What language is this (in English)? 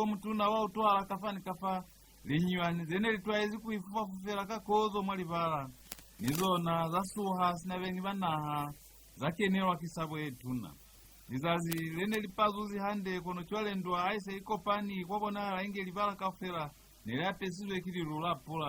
Lozi